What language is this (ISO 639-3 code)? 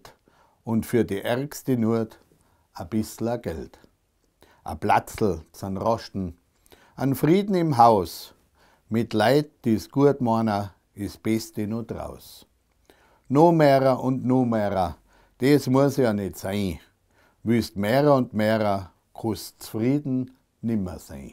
bar